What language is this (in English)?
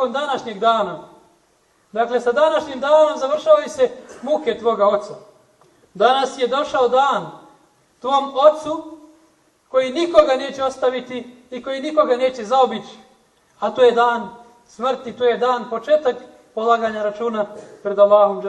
Bosnian